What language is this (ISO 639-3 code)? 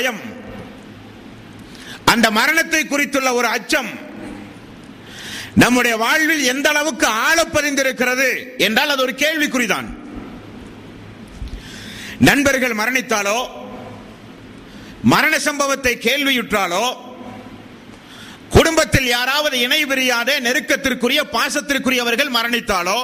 tam